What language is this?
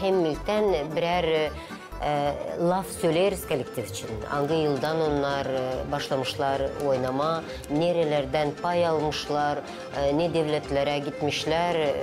Gagauz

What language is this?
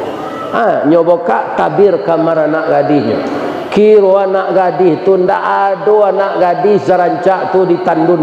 Minangkabau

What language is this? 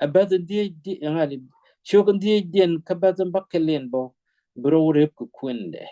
Nuer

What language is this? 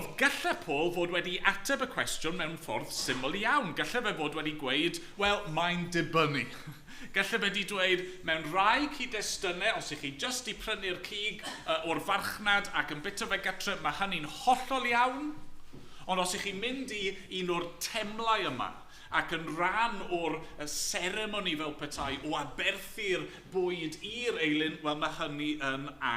Welsh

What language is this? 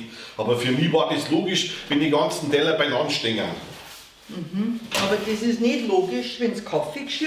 Bavarian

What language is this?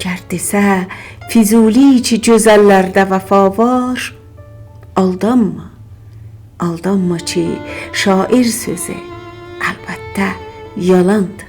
South Azerbaijani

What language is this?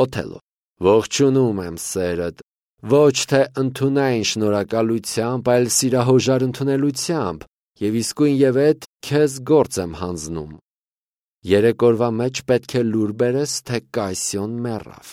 Armenian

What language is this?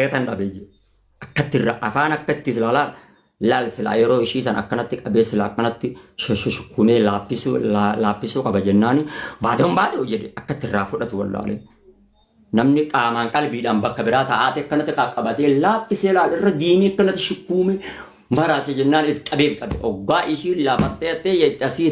Oromo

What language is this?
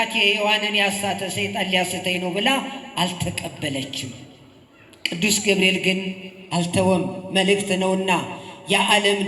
Amharic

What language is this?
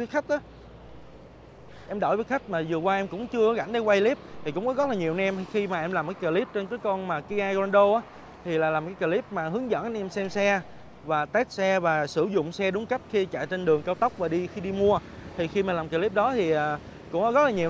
Vietnamese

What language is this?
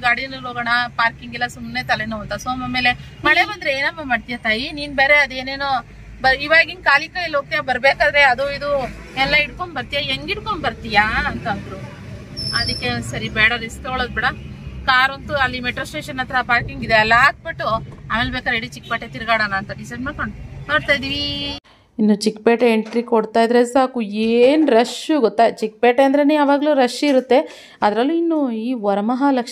Kannada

